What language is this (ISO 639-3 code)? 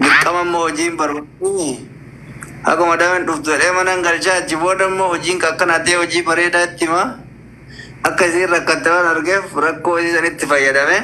orm